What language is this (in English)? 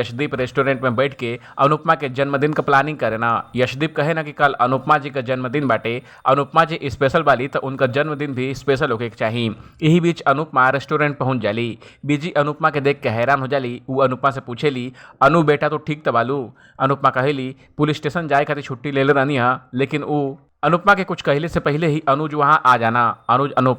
Bhojpuri